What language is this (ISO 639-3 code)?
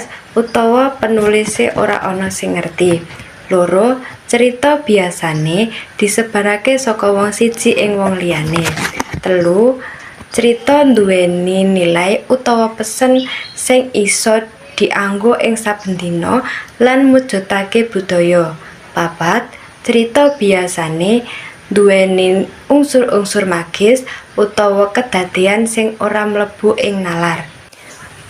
jav